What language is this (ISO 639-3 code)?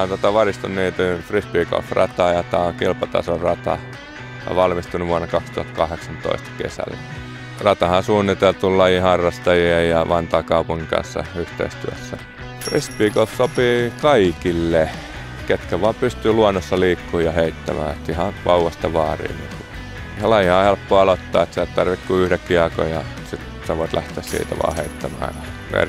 fin